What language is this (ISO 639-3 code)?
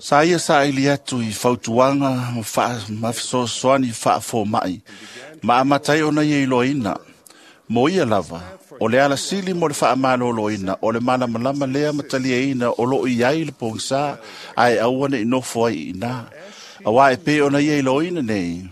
smo